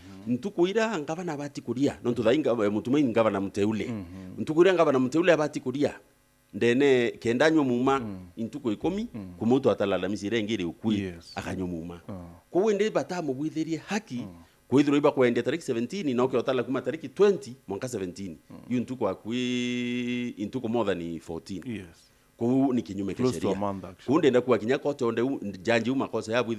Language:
Meru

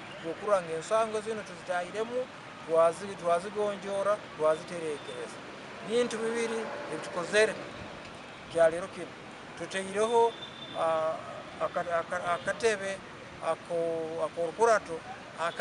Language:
Nyankole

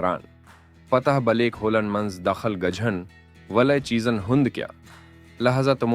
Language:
Kashmiri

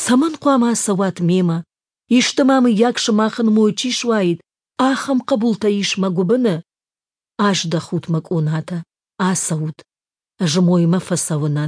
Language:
Ossetic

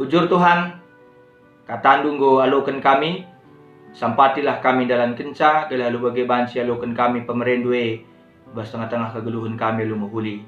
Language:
Batak Karo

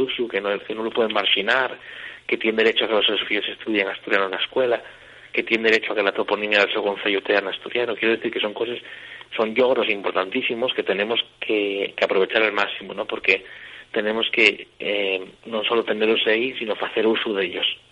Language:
Asturian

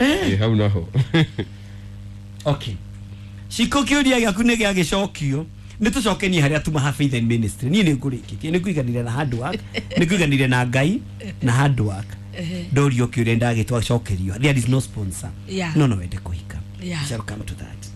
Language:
Kikuyu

